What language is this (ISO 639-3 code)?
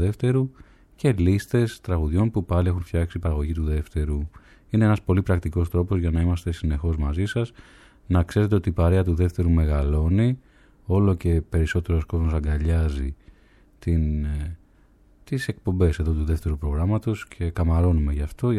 ell